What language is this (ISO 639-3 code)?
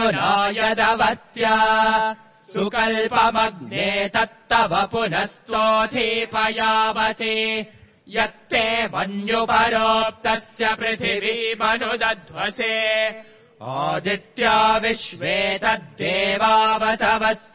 san